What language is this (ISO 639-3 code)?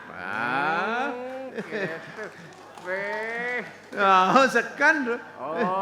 ban